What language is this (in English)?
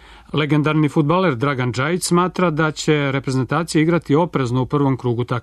Serbian